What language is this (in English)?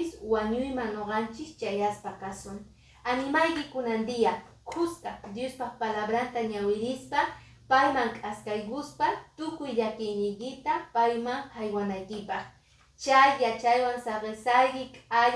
Quechua